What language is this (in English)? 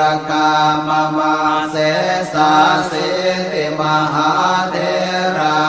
Pali